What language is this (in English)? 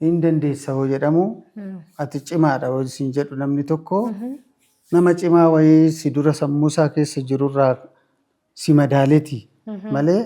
Oromo